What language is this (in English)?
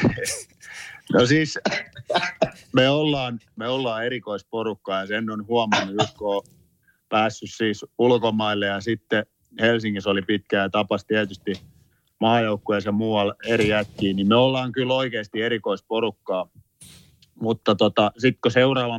Finnish